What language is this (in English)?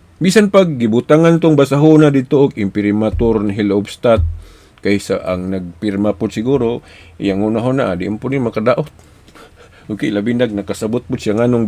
Cebuano